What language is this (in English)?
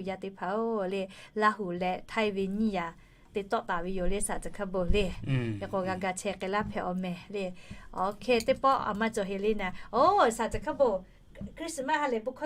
Lahu